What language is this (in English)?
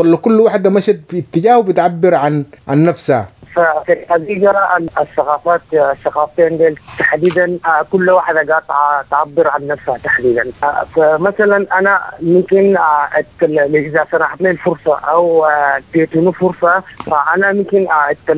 Sudanese Arabic